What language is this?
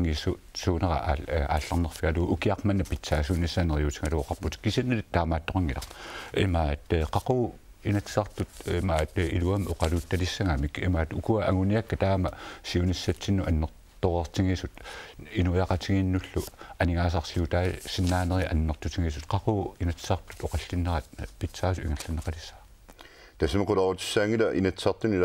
Kalaallisut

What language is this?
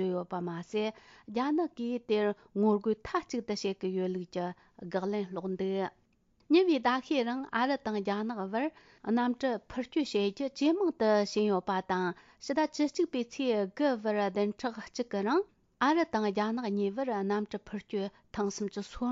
Tibetan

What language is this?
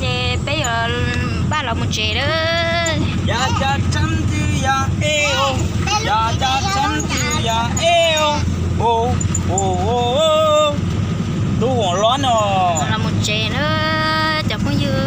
Hmong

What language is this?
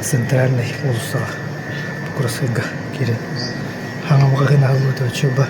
Yakut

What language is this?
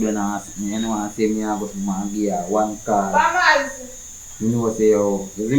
Jamaican Creole English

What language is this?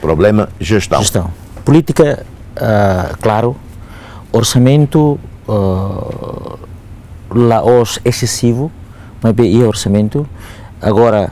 Tetum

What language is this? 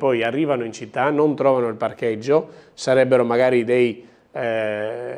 Italian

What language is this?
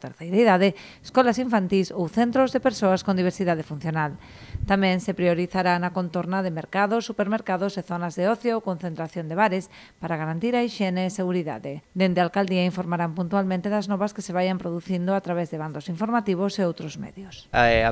Galician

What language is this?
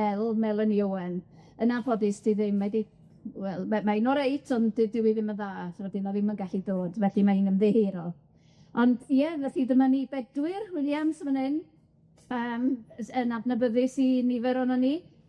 Welsh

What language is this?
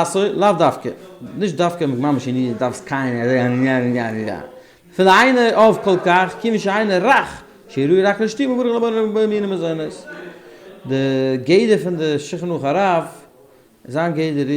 Yiddish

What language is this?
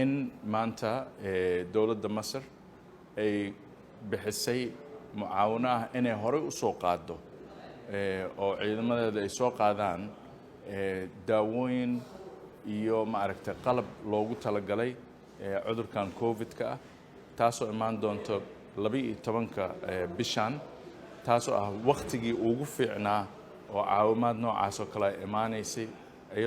Somali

